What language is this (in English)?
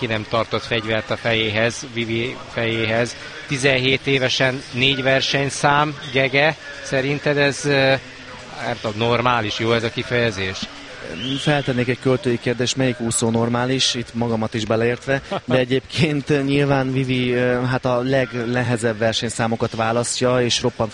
Hungarian